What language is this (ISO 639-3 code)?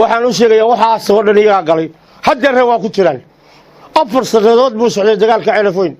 som